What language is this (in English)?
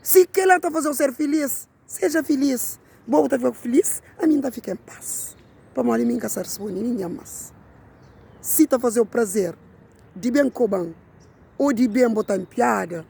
Kabuverdianu